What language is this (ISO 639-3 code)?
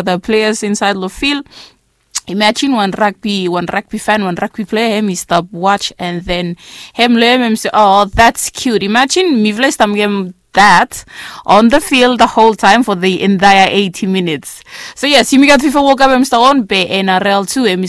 bis